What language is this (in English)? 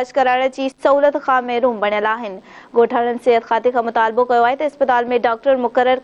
Sindhi